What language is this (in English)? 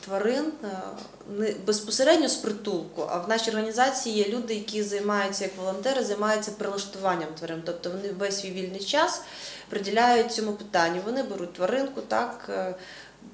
Ukrainian